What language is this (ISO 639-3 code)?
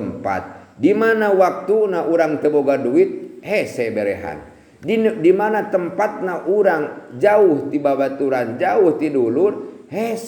sun